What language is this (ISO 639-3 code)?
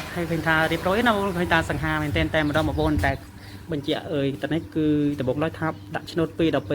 khm